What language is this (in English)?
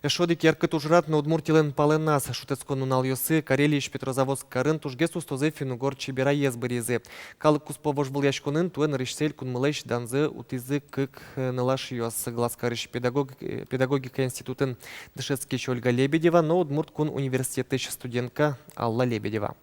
Udmurt